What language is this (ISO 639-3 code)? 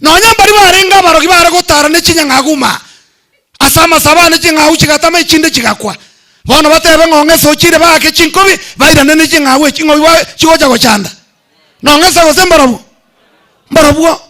guz